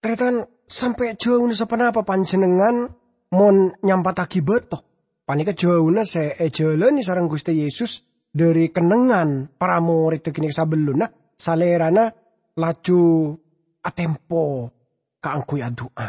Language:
Madurese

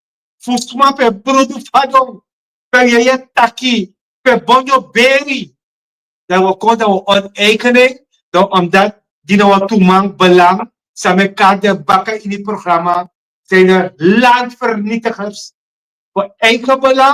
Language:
Sranan Tongo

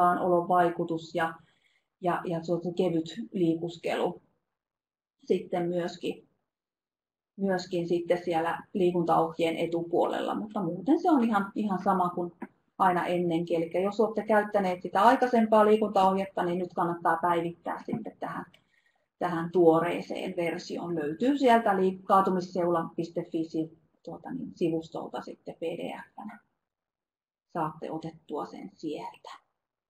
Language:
Finnish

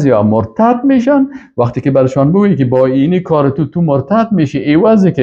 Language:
Persian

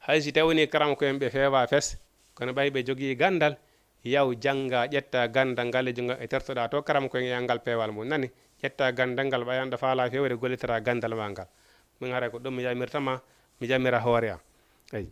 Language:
Fula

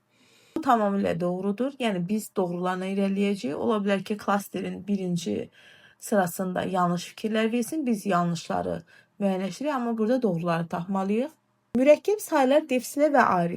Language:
Azerbaijani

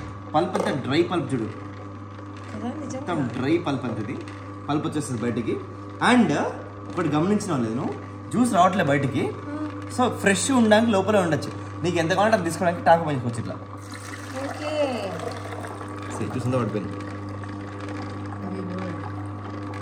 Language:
Telugu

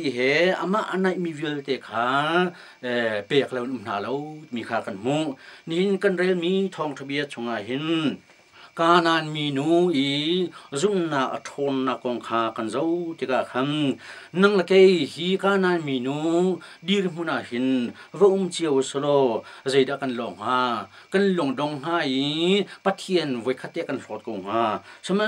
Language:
Hakha Chin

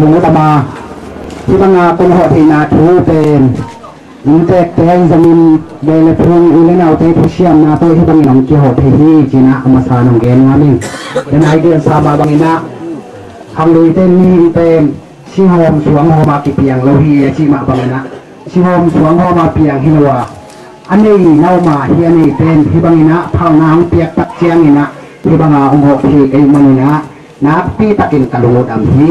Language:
Tedim Chin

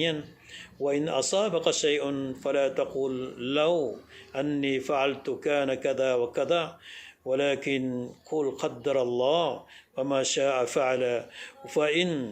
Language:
Maranao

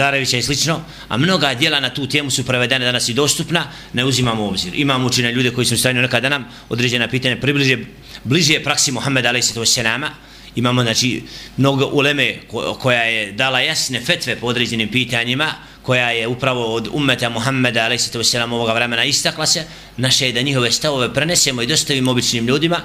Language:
Bosnian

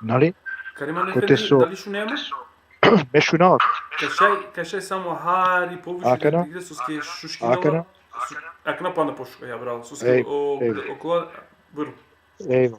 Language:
Balkan Romani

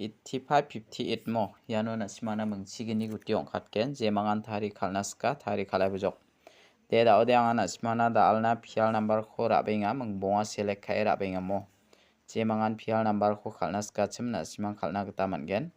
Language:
Garo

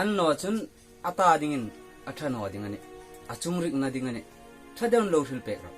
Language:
Hmar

